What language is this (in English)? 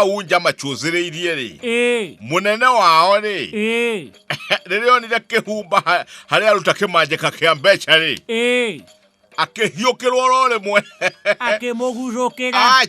Kikuyu